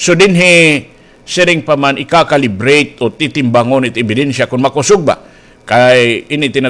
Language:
Waray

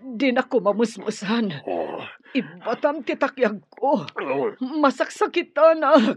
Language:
Iloko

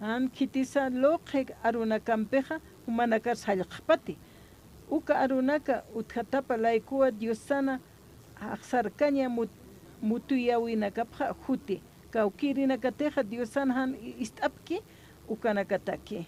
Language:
Aymara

